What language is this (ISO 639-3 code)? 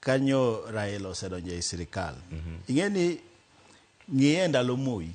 luo